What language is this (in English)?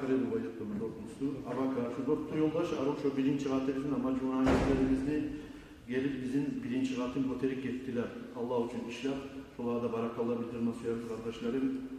Kumyk